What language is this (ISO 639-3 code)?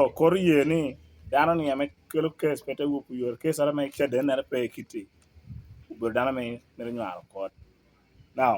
laj